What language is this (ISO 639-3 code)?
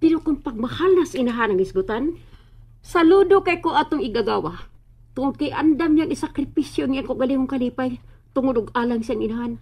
ceb